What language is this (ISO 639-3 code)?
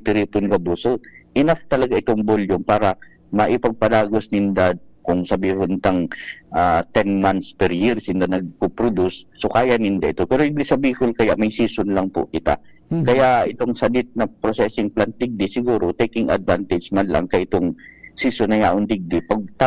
bik